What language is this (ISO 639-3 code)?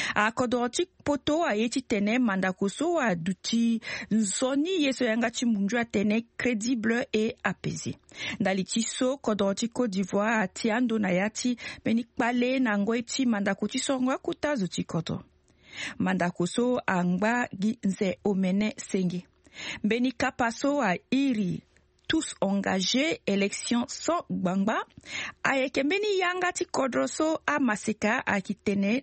sag